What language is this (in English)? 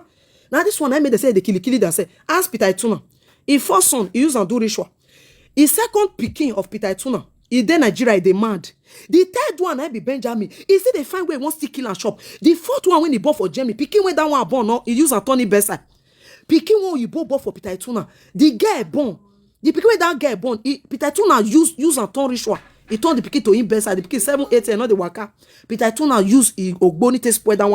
Nigerian Pidgin